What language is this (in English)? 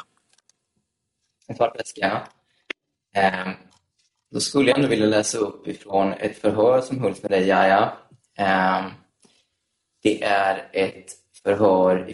Swedish